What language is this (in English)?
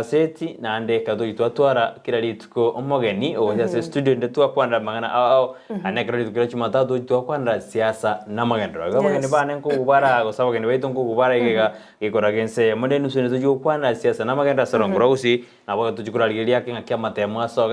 Gusii